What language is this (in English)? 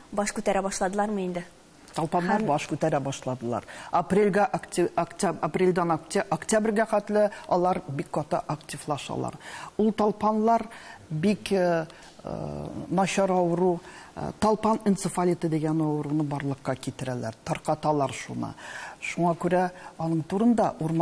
Tatar